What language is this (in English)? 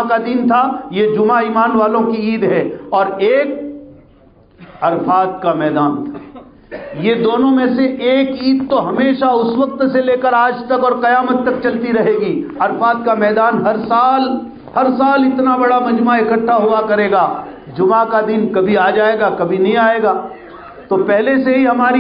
Urdu